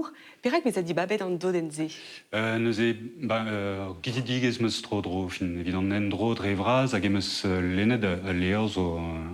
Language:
Breton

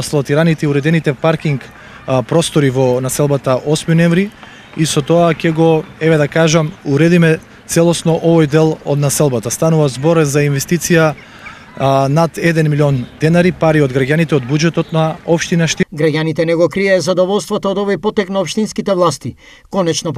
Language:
Macedonian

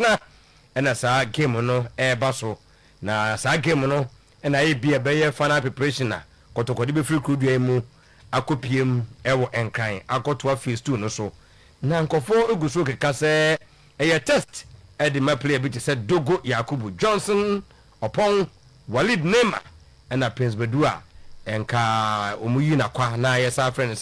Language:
Akan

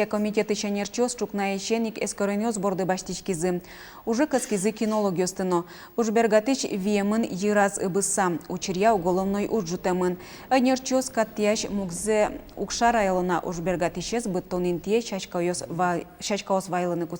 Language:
Udmurt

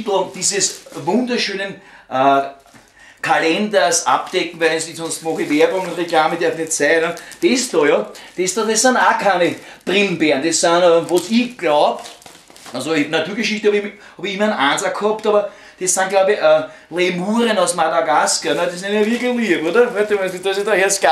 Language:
Bavarian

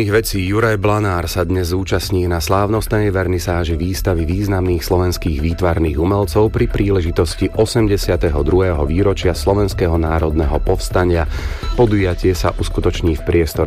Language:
Slovak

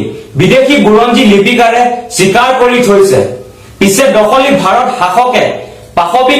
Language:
Assamese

